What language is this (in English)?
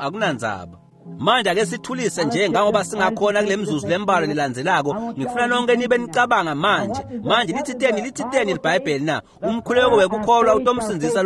Swati